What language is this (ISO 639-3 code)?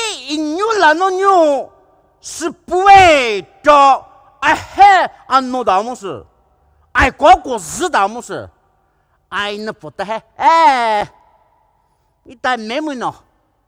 pmx